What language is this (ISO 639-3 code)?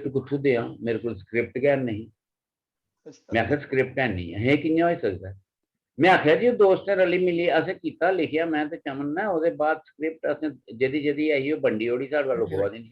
doi